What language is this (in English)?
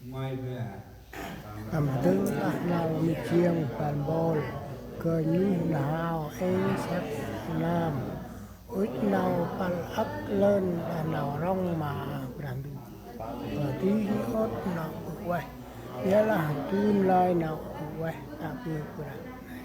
Central Mnong